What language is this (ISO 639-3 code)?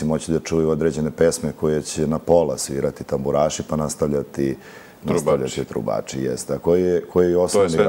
srp